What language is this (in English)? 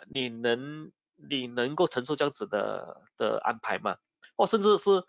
Chinese